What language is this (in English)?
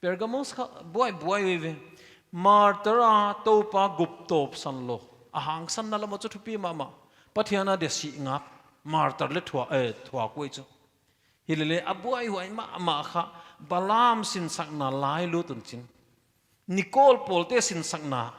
Paite Chin